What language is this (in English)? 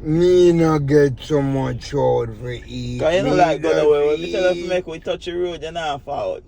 Jamaican Creole English